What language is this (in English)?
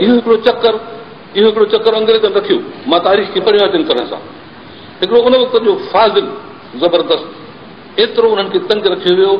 Sindhi